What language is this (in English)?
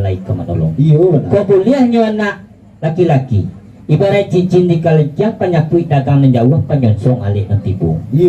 Minangkabau